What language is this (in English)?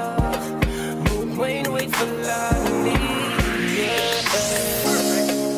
Afrikaans